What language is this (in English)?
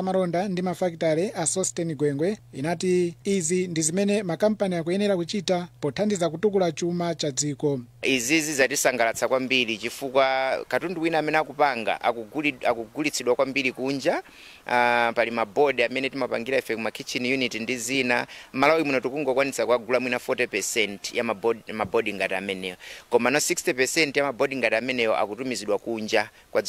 Nyanja